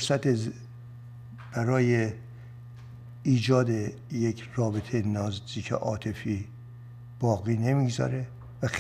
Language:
Persian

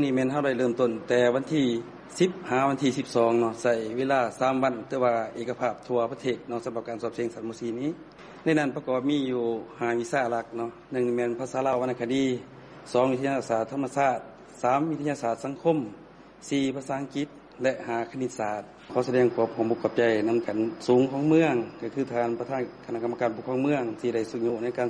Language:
Lao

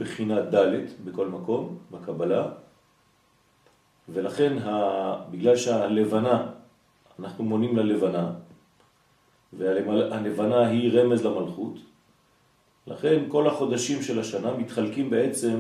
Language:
Hebrew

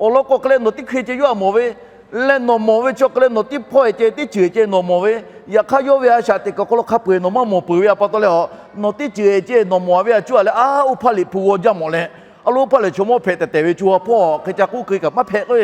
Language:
Lahu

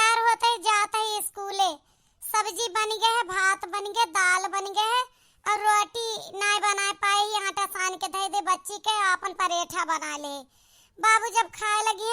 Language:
Awadhi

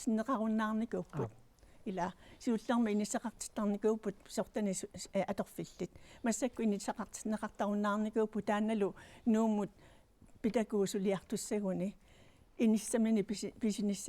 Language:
Kalaallisut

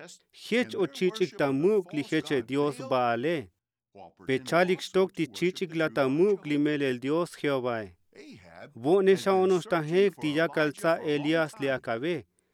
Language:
Tzotzil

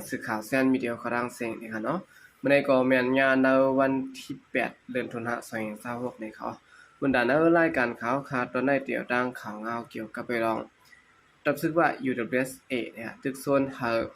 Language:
Shan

